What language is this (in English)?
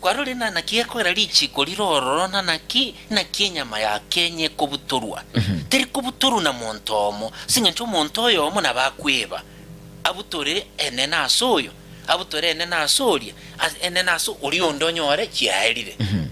Gusii